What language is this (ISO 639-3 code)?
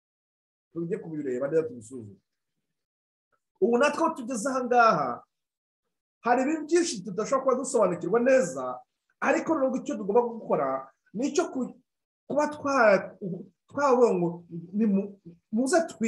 kin